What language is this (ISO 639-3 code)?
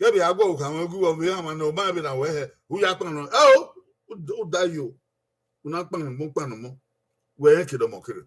bin